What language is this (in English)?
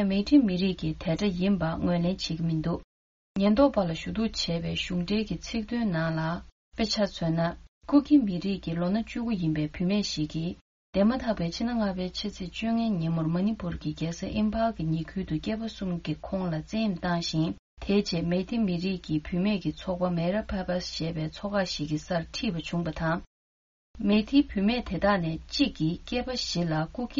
Tibetan